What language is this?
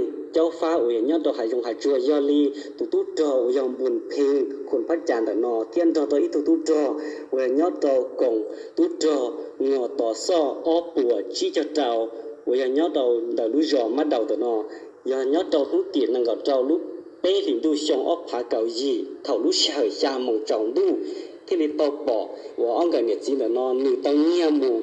Hmong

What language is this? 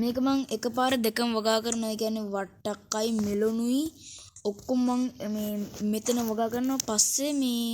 Sinhala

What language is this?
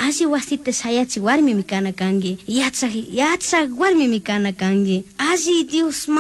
Chimborazo Highland Quichua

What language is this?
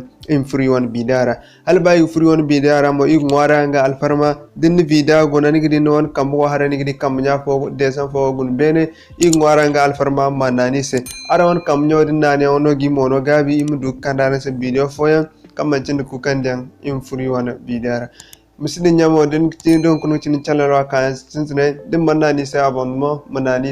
Zarma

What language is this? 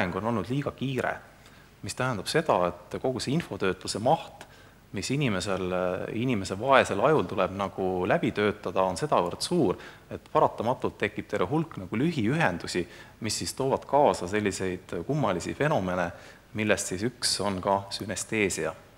Estonian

